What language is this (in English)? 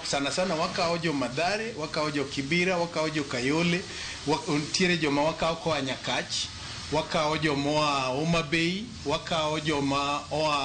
Luo (Kenya and Tanzania)